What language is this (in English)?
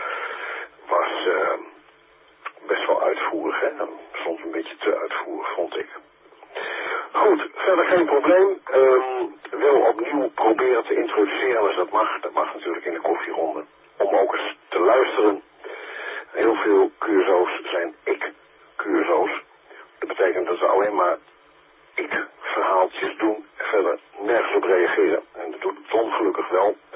Dutch